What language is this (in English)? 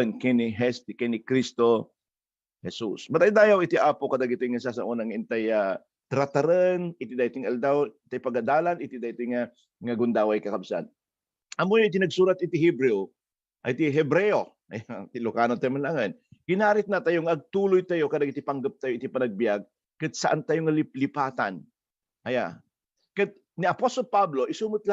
Iloko